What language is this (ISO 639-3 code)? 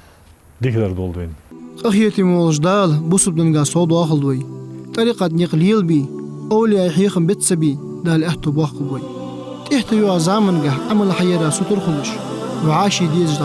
inh